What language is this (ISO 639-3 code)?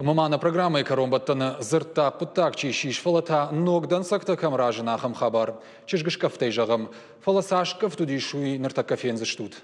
oss